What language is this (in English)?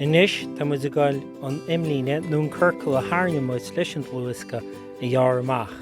Irish